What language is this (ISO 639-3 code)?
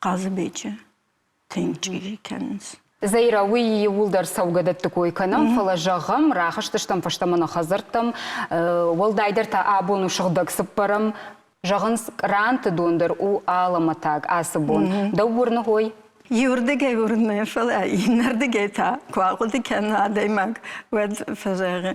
oss